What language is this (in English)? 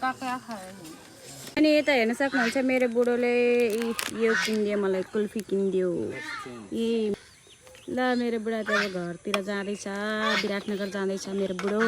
Nepali